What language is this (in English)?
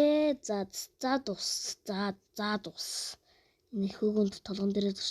Mongolian